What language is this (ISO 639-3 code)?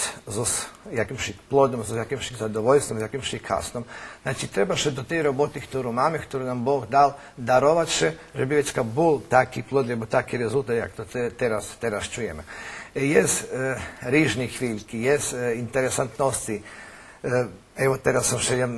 rue